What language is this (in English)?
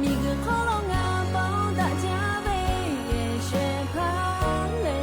Lahu